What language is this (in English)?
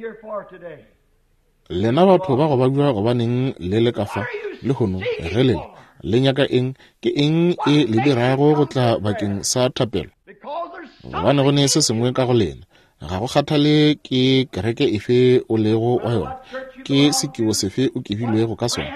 Northern Sotho